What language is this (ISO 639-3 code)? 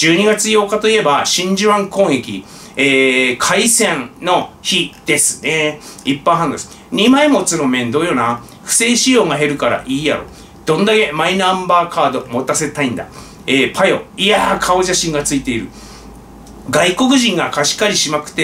jpn